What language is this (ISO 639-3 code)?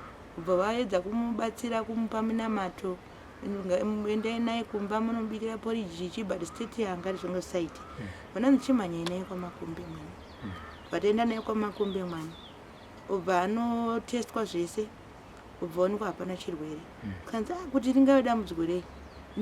sna